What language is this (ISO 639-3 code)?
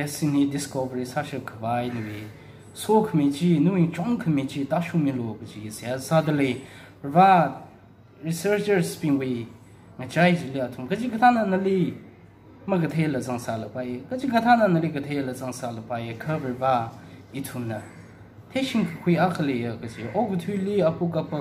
nmf